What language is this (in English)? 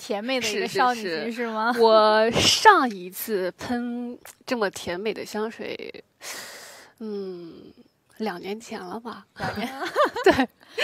Chinese